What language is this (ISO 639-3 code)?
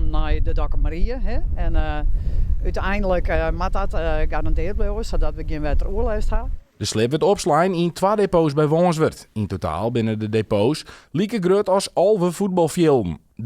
fry